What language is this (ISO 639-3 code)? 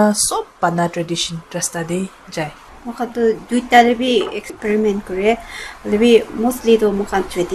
nag